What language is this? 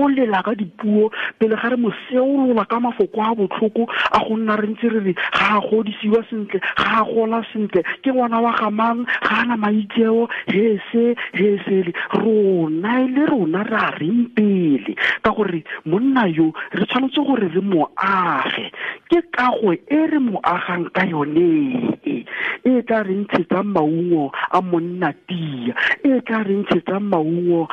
Tswana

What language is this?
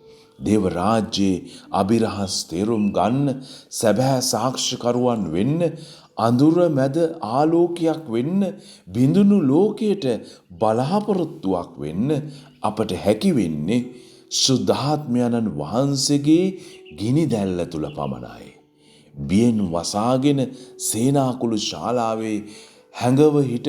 Sinhala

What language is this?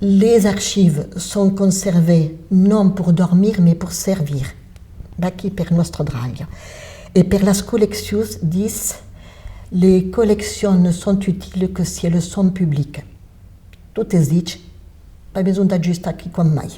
Occitan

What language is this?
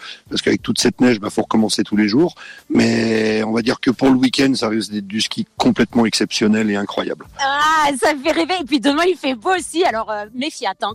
French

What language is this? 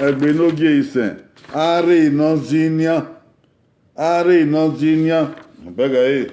Bini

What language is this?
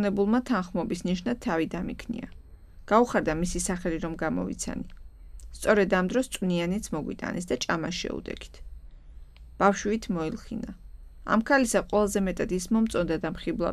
Georgian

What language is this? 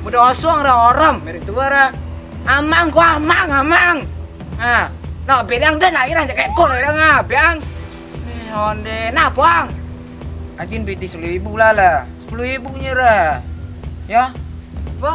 Minangkabau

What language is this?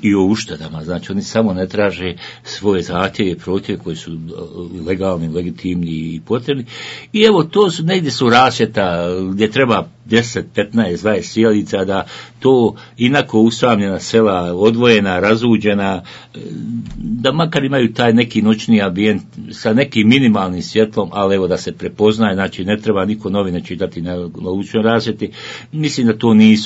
Bosnian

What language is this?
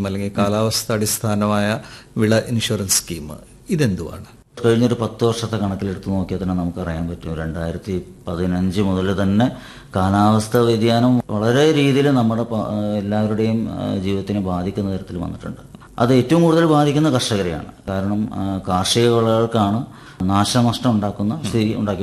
Malayalam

